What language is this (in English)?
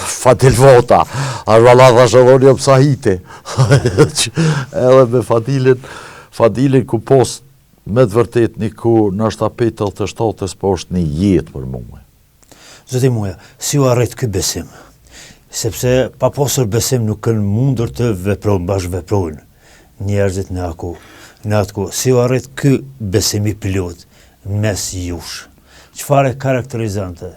Albanian